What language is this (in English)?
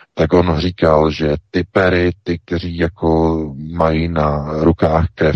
Czech